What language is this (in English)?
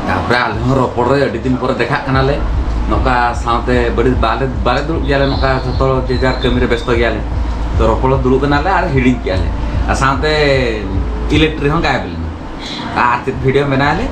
Santali